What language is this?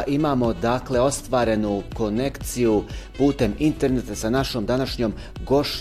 Bosnian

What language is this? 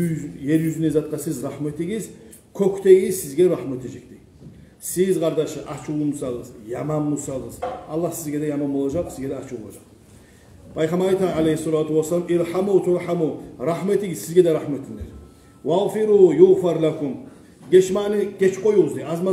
Kumyk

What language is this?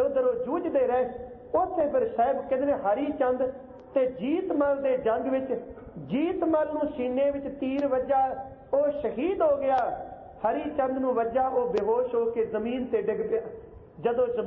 Punjabi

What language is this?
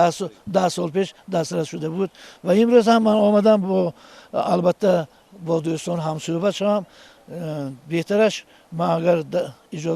Tajik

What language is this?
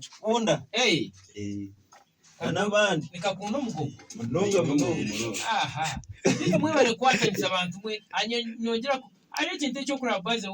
Nyankole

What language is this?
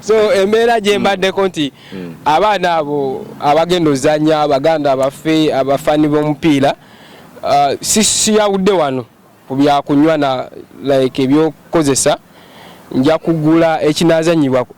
Ganda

